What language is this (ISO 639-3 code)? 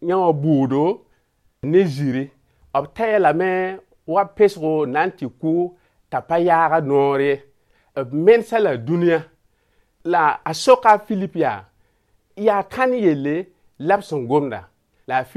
mos